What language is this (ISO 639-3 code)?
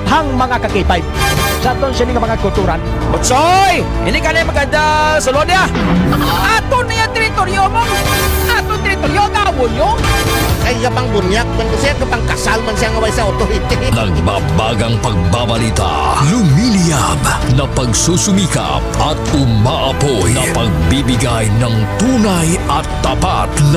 hil